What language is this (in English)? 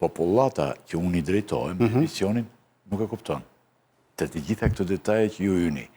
Albanian